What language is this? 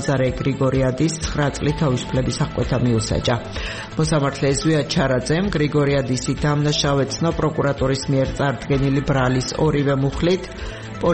Georgian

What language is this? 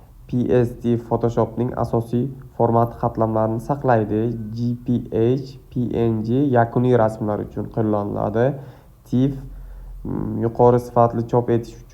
Uzbek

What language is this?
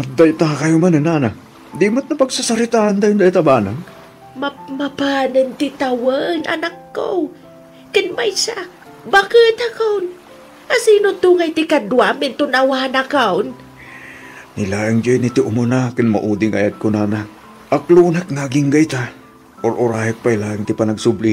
Iloko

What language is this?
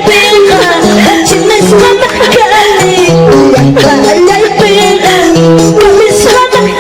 Ayacucho Quechua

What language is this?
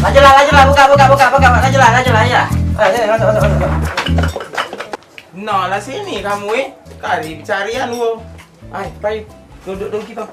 Musi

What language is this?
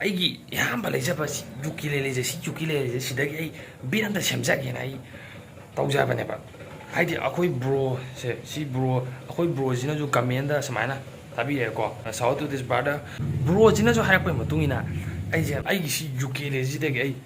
Manipuri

